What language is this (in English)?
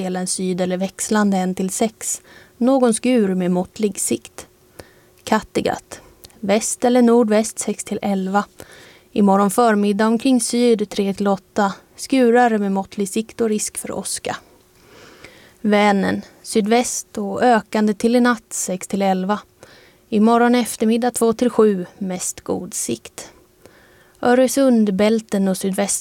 Swedish